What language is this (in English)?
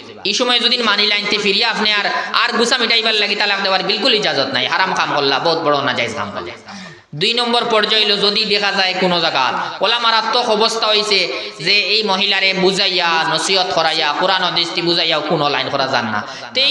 Sylheti